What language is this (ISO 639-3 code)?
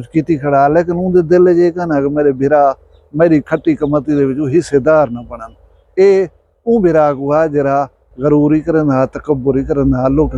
skr